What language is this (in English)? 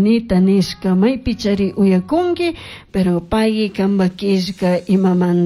Chimborazo Highland Quichua